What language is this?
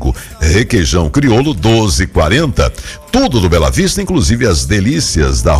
Portuguese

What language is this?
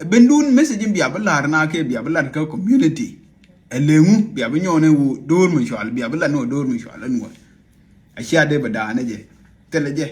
Nuer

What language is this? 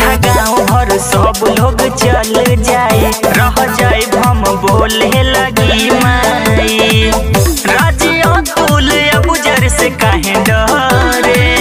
Bhojpuri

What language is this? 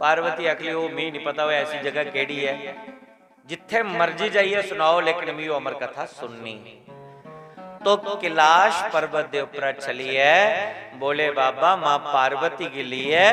Dogri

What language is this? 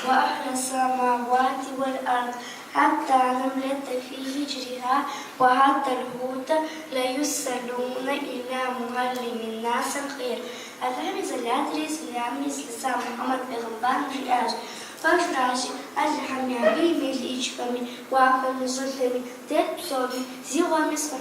Kabardian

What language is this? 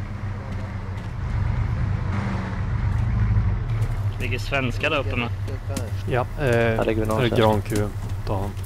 Swedish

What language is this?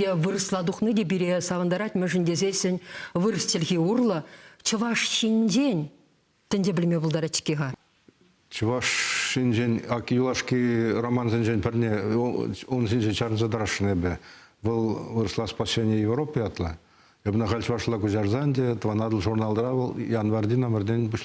Chuvash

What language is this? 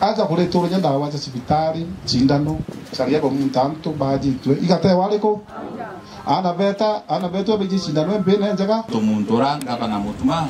Meru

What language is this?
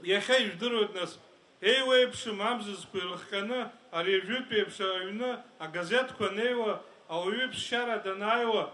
Abkhazian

